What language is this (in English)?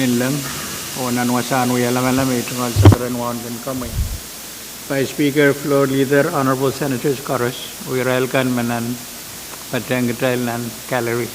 Pohnpeian